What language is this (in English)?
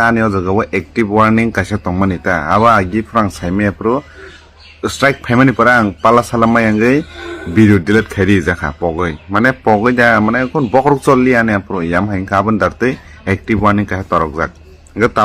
Kok Borok